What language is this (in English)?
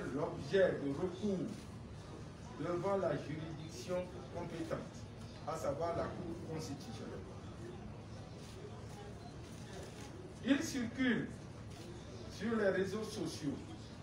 French